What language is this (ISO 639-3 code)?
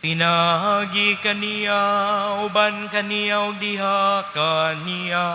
ceb